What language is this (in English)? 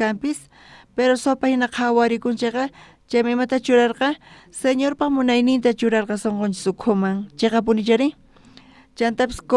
South Bolivian Quechua